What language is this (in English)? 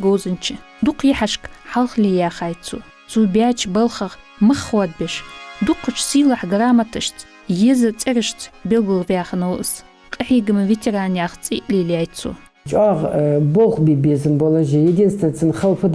Ingush